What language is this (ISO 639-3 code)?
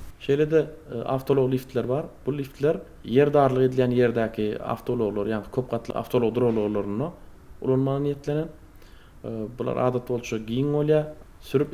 tuk